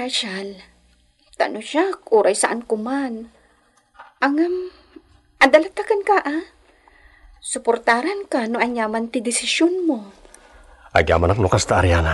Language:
Iloko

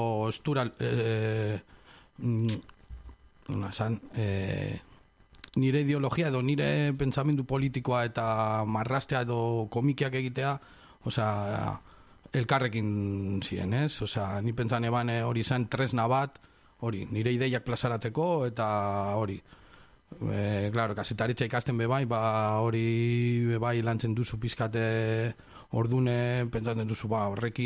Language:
Basque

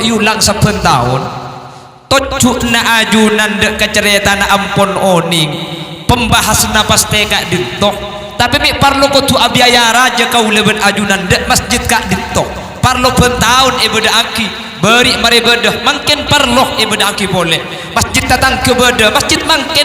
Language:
Madurese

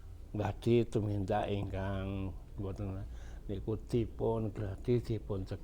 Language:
Javanese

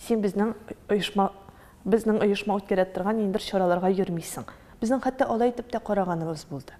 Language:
Tatar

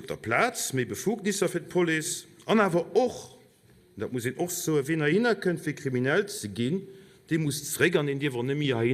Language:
Luxembourgish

